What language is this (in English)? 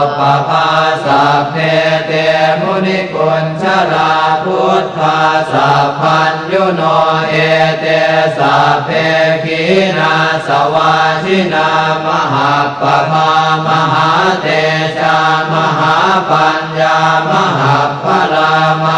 Pali